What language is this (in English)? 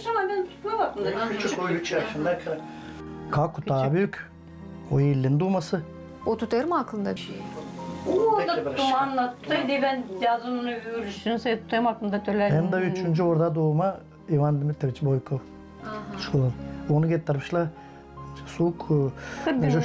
Gagauz